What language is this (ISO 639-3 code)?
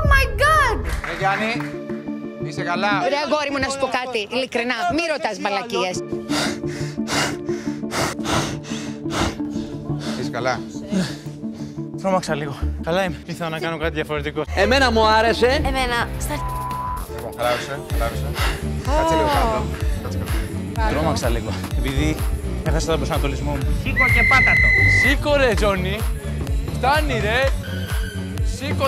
ell